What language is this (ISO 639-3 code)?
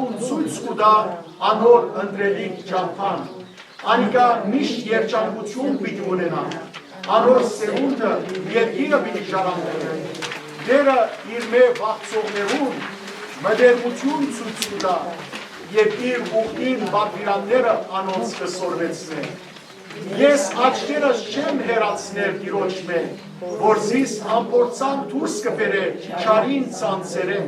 hyw